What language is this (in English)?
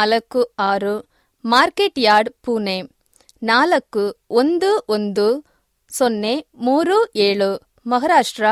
Kannada